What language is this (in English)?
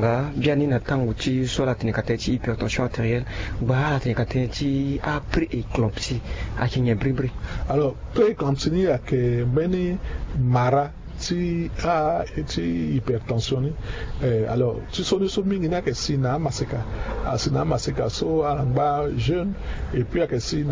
Sango